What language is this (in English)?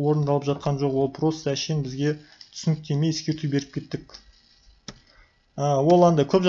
Kazakh